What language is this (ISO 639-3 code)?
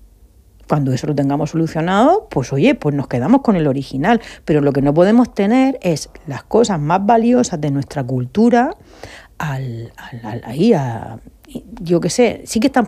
spa